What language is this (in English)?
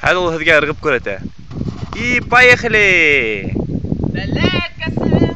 Bashkir